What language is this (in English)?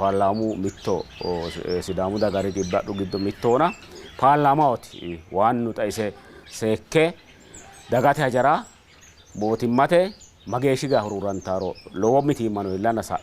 Sidamo